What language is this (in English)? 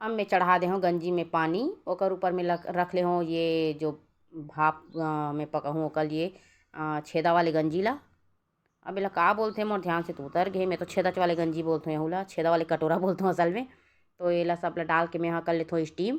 Chhattisgarhi